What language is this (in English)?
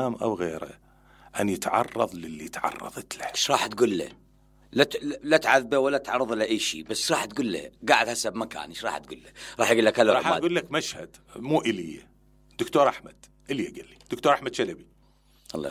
Mesopotamian Arabic